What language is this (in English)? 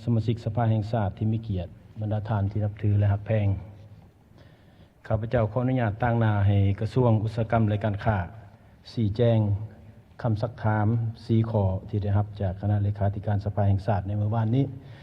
Lao